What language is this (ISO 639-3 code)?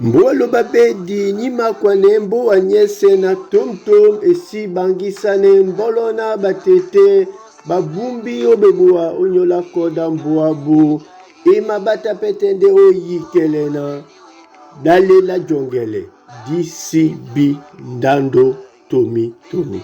dua